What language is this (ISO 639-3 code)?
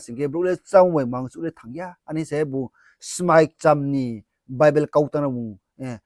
ria